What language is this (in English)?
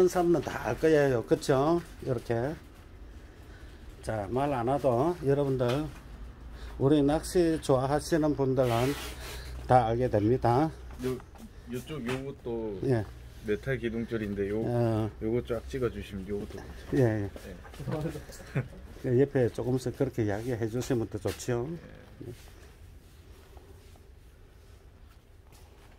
Korean